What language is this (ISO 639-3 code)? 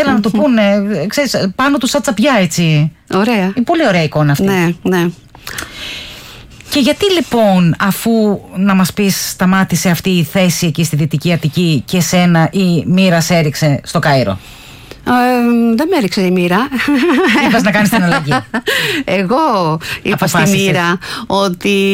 ell